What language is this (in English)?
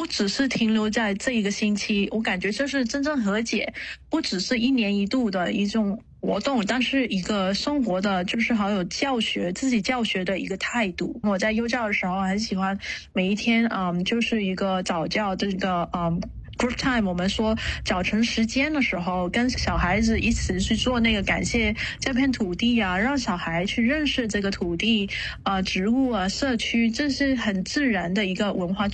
Chinese